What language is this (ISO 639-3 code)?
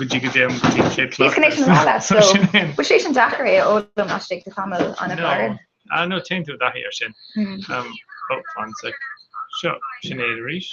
gle